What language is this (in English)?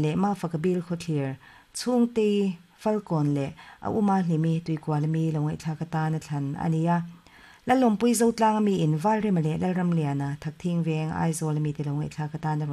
Mizo